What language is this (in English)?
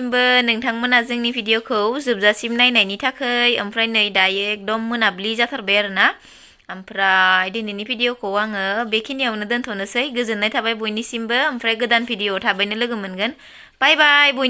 Bodo